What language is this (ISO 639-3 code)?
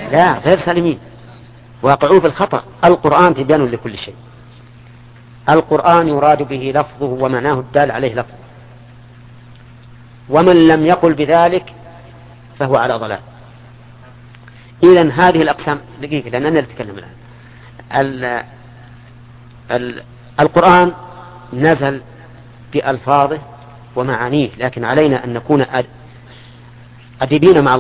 ara